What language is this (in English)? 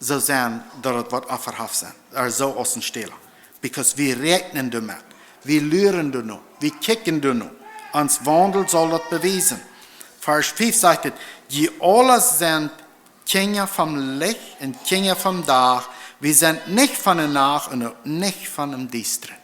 Plautdietsch